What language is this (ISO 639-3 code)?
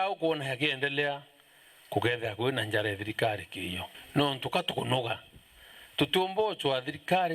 mer